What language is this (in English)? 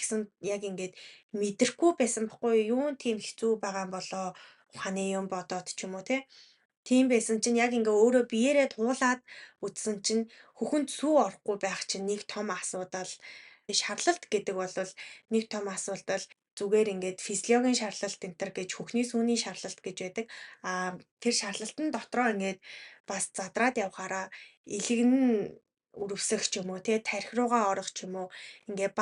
Mongolian